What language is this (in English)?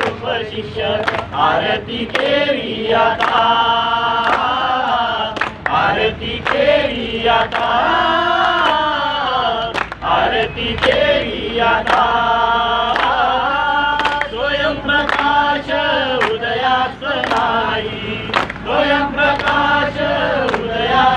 Marathi